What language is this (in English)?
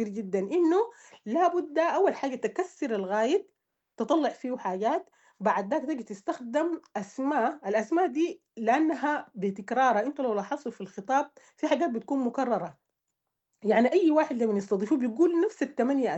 Sudanese Arabic